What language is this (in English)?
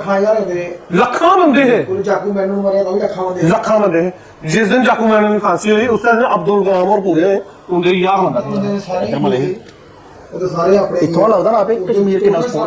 Dogri